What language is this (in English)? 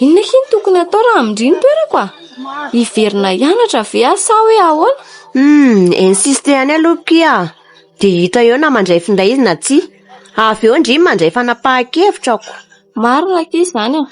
Malagasy